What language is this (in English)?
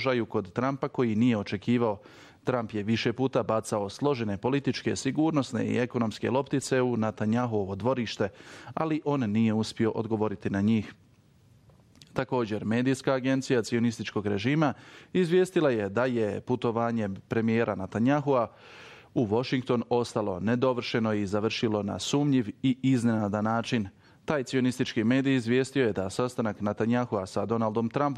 Bosnian